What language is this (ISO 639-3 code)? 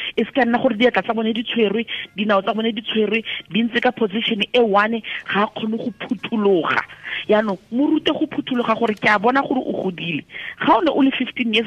tsn